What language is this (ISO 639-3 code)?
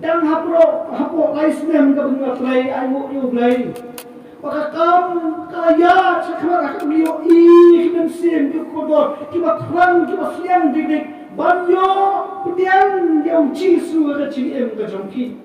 kha